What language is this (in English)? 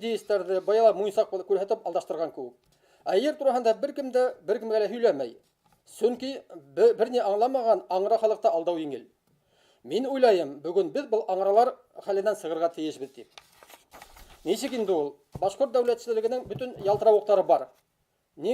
Bashkir